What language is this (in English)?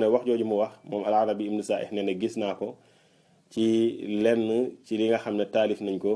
Wolof